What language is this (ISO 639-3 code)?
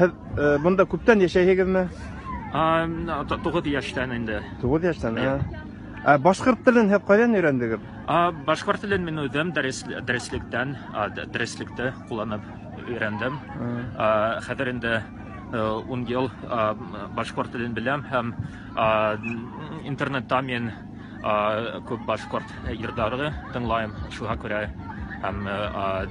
bak